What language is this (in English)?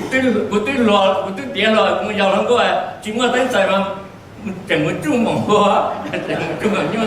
Hmong